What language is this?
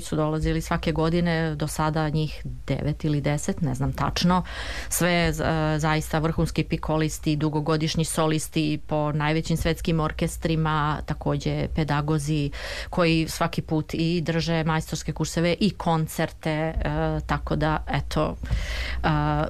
Serbian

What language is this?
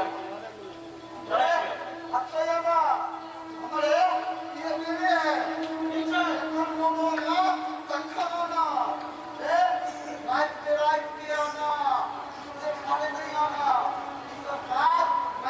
Maithili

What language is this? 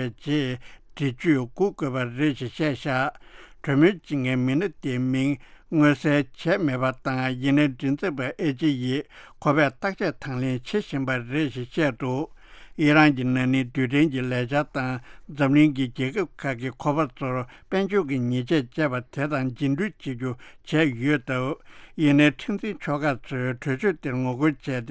Tibetan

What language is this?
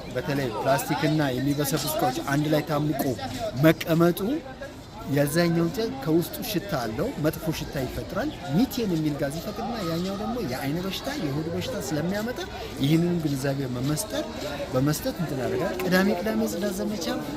Amharic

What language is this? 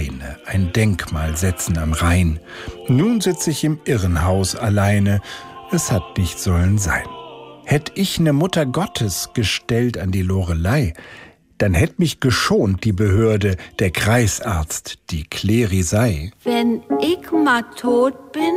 German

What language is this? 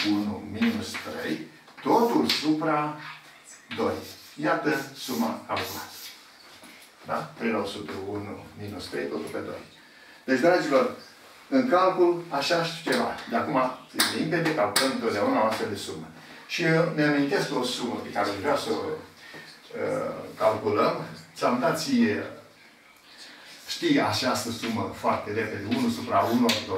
Romanian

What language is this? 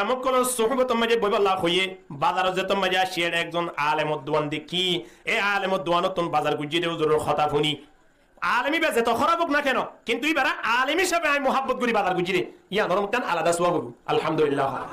Rohingya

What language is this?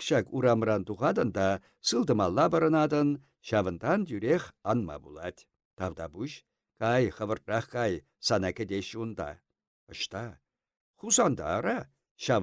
Chuvash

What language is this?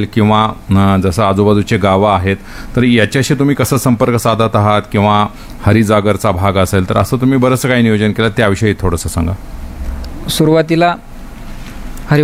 Marathi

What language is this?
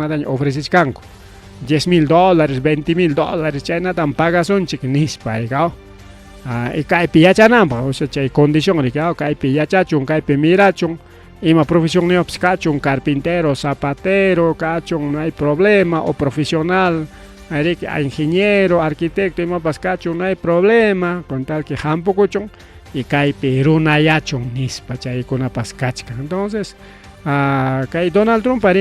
Ayacucho Quechua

